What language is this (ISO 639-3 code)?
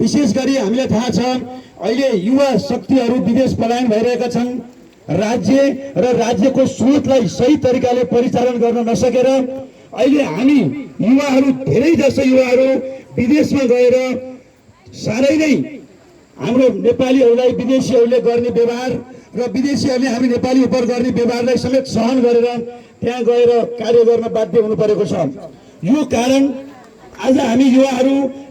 nep